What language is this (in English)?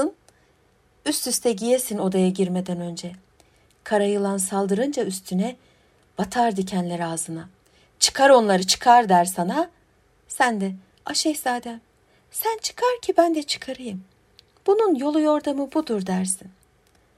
Turkish